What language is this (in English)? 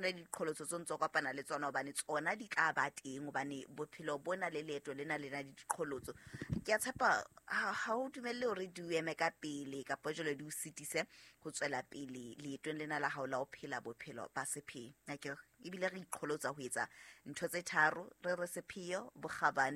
Southern Sotho